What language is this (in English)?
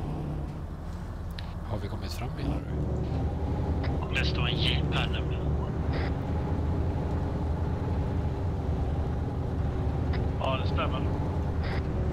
Swedish